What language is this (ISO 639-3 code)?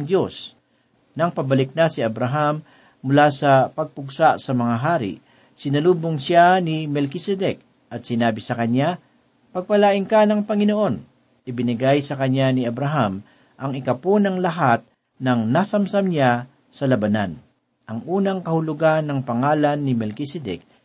fil